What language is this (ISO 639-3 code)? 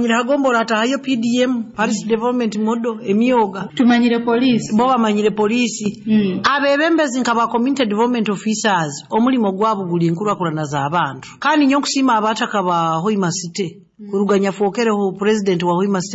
nyo